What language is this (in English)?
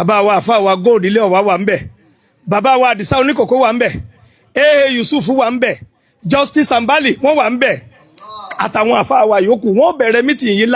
Yoruba